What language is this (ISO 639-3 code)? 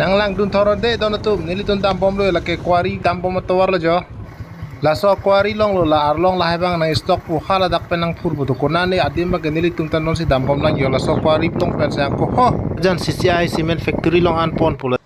mjw